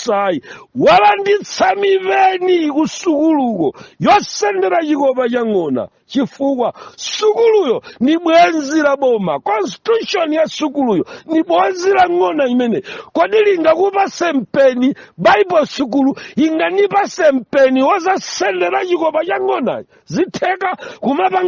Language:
Nyanja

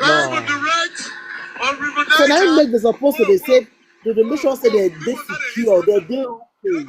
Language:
Nigerian Pidgin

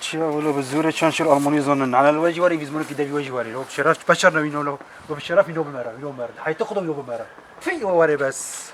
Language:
Kurdish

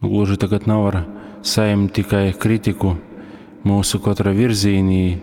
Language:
Latgalian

